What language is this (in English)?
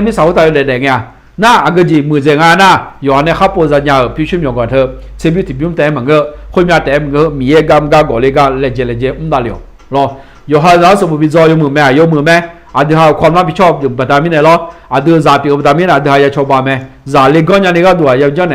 Akha